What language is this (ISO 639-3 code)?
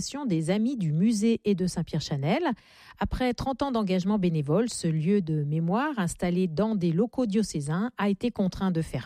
fra